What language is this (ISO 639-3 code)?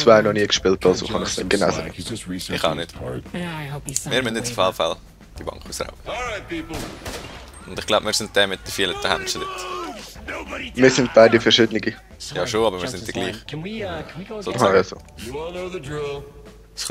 gsw